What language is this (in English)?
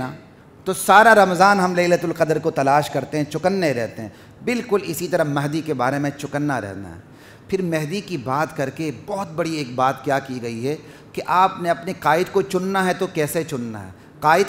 Urdu